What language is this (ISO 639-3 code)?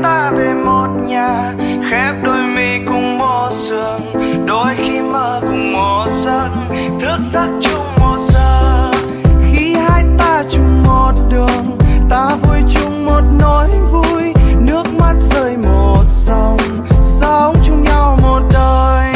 vie